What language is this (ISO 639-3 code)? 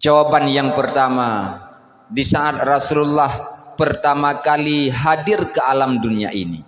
ace